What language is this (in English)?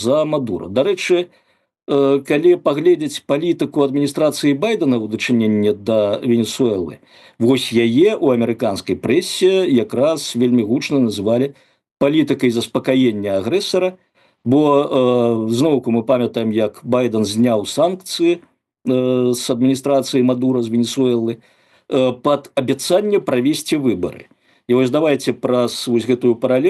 Belarusian